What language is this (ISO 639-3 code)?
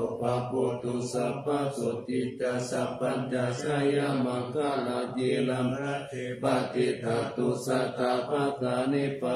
pli